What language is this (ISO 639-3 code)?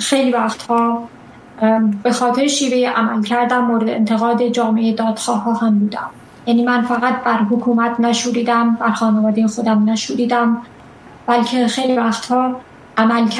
fas